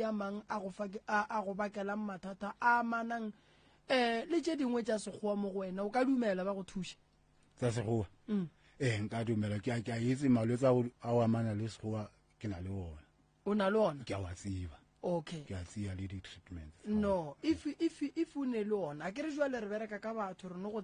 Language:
Northern Sotho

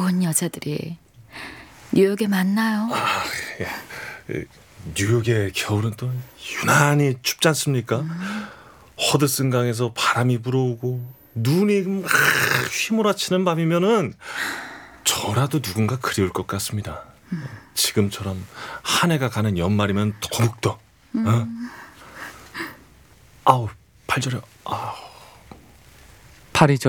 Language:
Korean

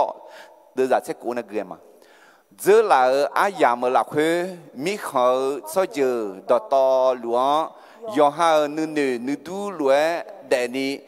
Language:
Akha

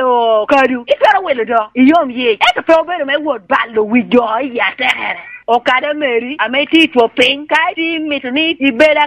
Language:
Lango (Uganda)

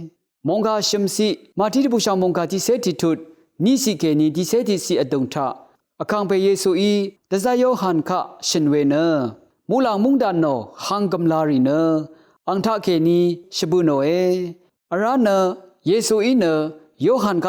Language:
Rawang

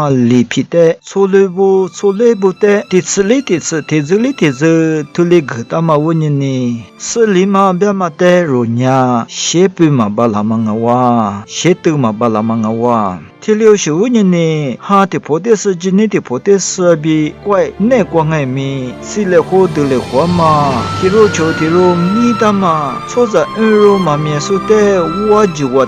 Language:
Lisu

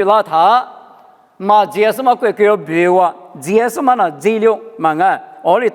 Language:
Lisu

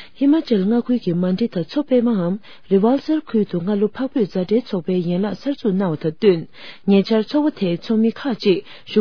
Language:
Tibetan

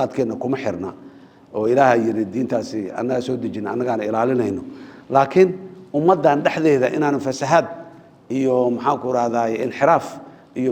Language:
Somali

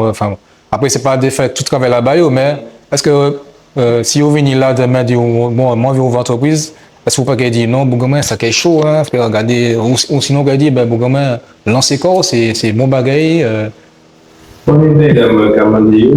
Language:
Guadeloupean Creole French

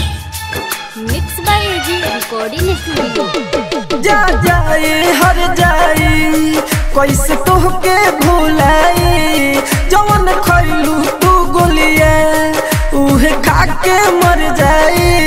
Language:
Bhojpuri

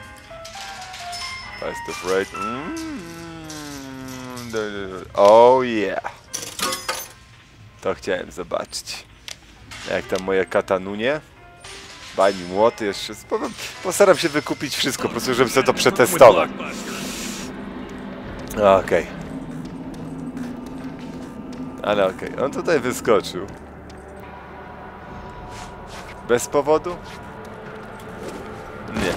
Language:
Polish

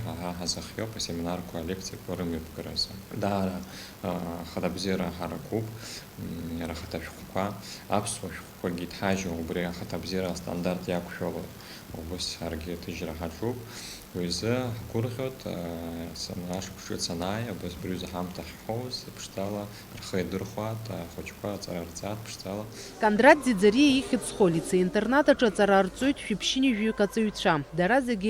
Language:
Abkhazian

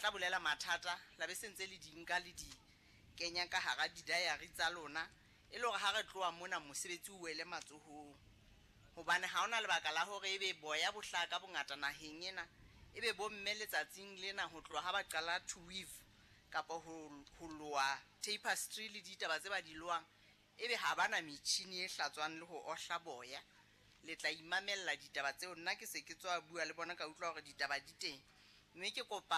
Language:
Southern Sotho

